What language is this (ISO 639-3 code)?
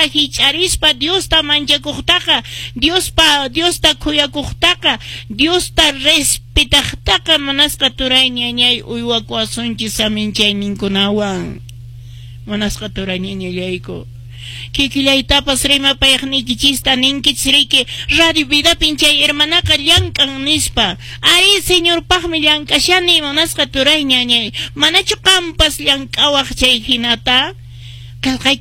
que